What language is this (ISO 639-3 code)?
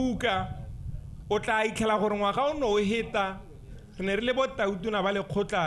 tsn